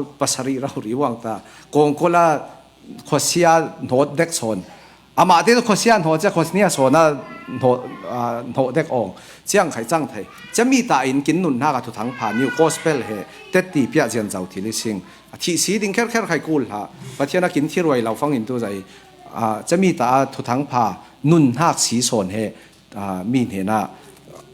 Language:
Falam Chin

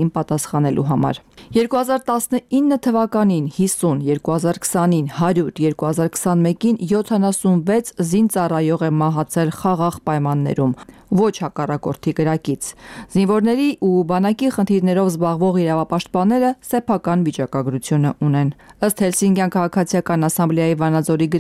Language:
Armenian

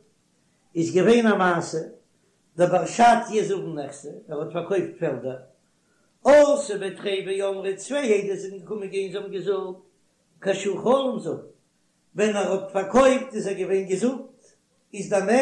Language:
Yiddish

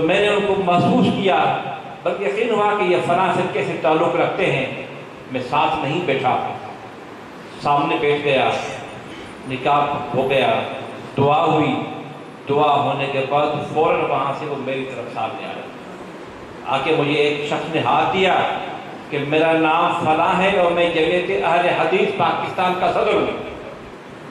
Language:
Urdu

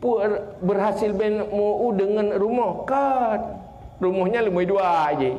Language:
Achinese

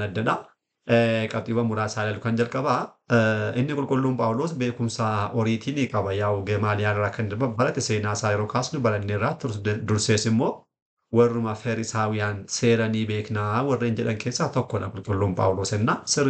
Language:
Oromo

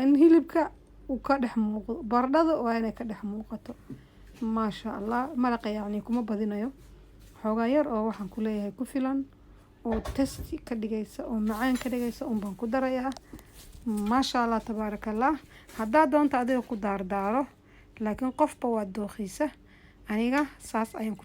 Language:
Somali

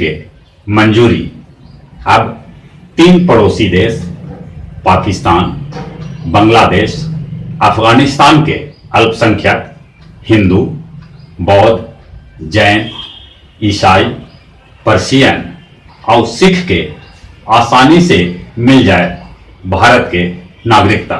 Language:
Magahi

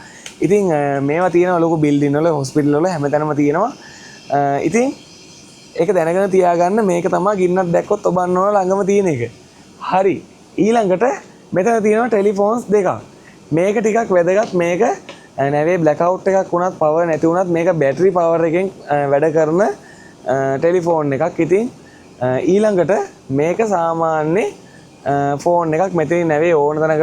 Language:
Sinhala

